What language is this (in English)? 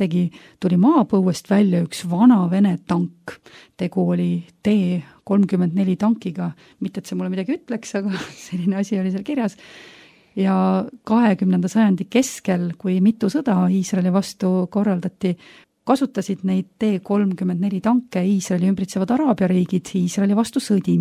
Estonian